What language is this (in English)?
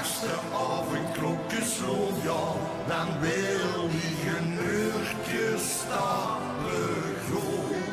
Limburgish